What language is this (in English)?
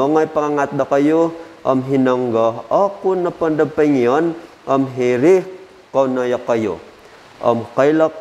Central Dusun